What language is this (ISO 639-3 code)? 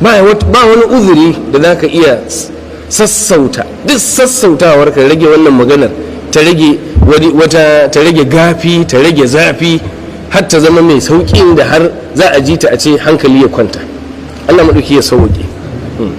hau